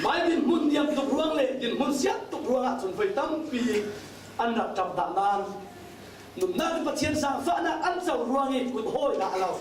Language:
Falam Chin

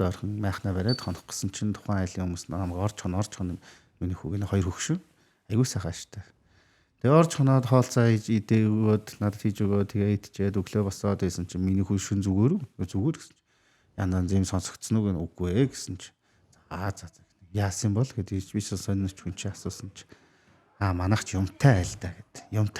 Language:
Mongolian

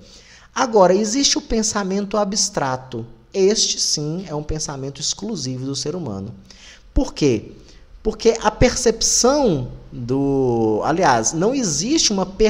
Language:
Portuguese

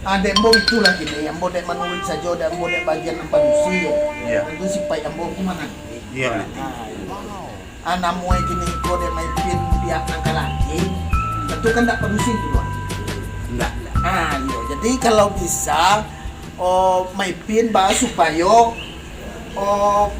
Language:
Minangkabau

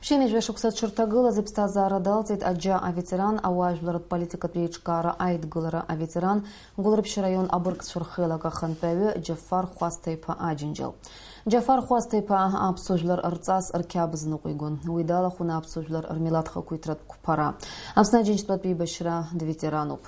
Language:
Abkhazian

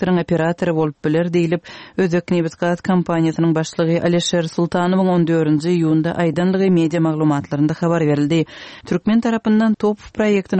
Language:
Turkmen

